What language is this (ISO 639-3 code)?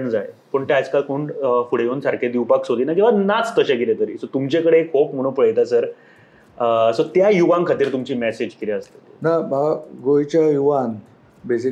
kok